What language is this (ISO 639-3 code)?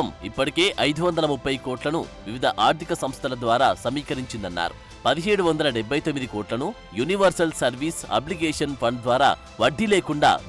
tel